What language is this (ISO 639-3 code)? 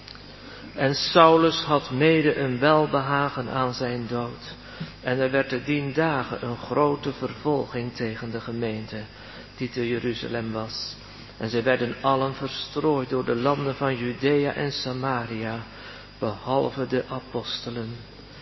nld